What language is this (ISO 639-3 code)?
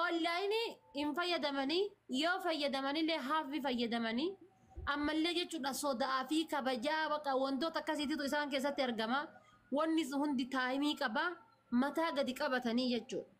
orm